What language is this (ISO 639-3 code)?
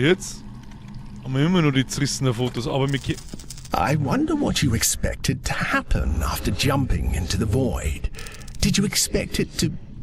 bar